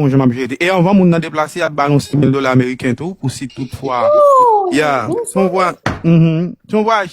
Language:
Haitian Creole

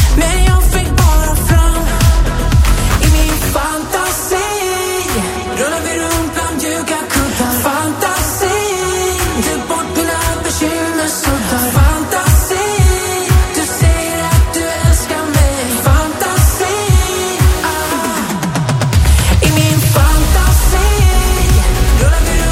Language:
Swedish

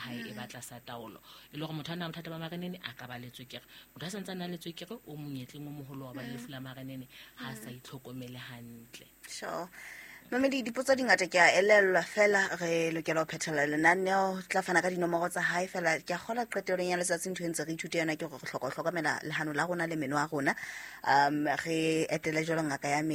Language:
Southern Sotho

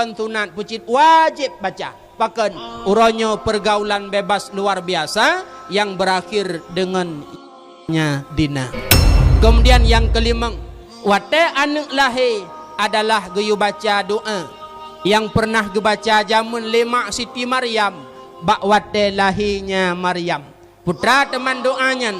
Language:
Achinese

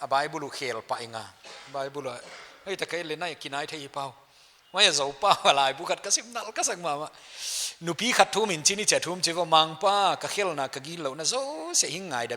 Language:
Paite Chin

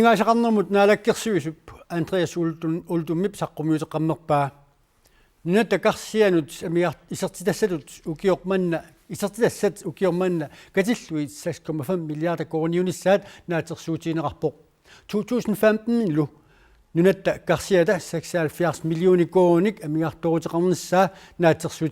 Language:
Kalaallisut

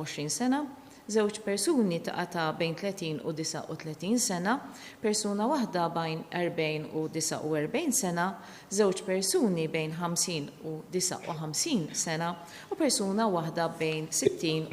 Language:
Maltese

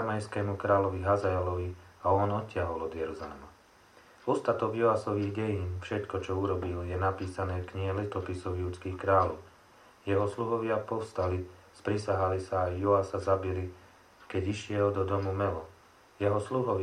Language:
Slovak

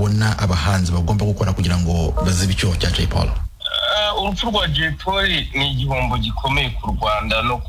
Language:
Kinyarwanda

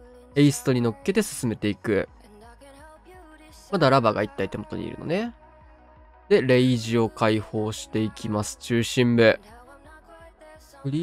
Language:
Japanese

